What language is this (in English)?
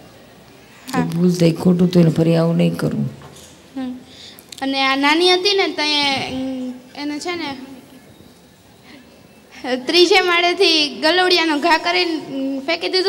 Gujarati